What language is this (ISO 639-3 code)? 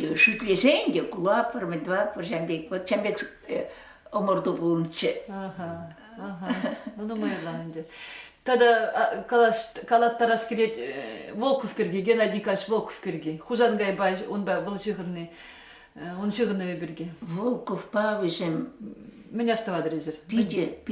chv